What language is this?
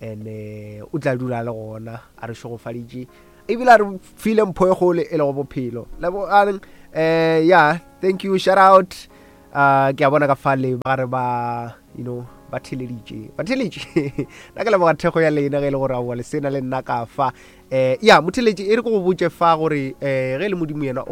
Northern Sotho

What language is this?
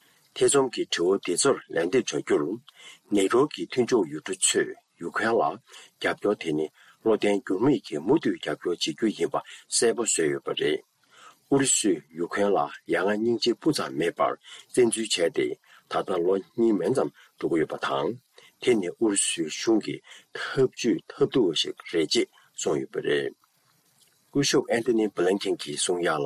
Tibetan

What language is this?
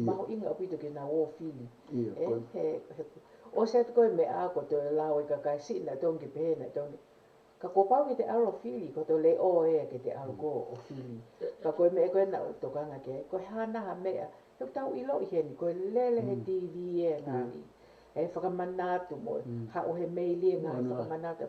Tongan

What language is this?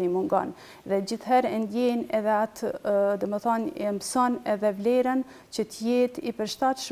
Albanian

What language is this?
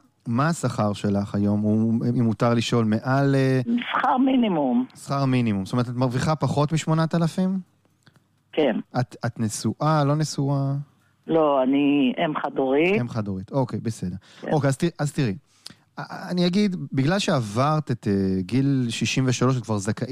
Hebrew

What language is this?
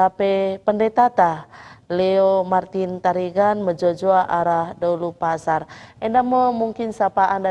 Batak Karo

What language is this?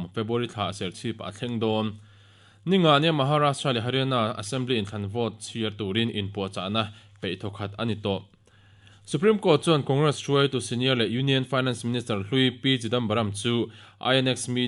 Mizo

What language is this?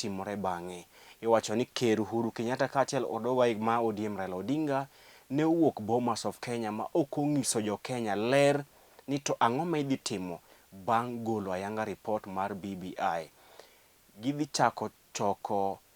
Luo (Kenya and Tanzania)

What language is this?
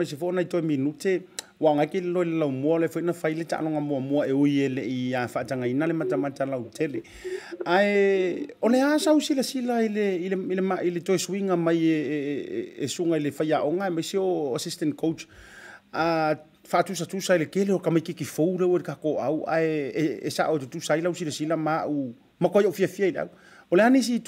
Samoan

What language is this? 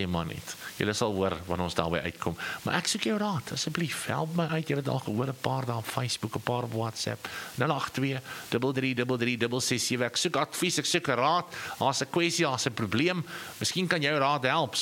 Afrikaans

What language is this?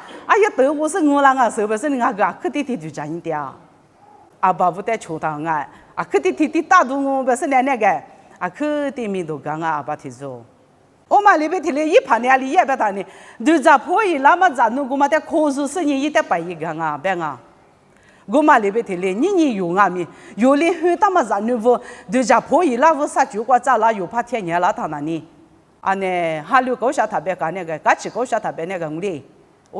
Lisu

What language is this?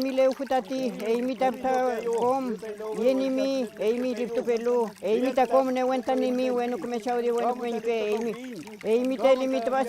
Mapuche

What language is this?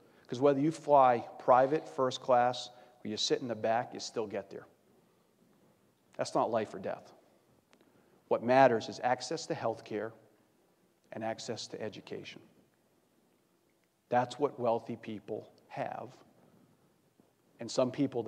English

